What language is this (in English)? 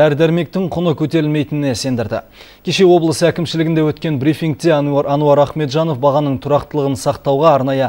Kazakh